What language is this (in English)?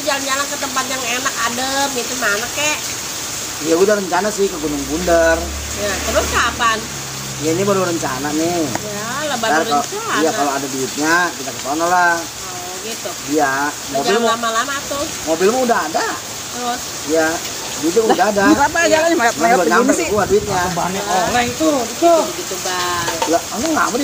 Betawi